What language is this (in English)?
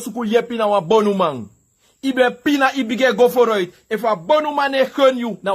Sranan Tongo